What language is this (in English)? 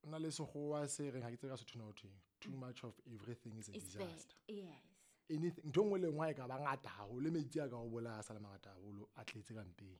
Southern Sotho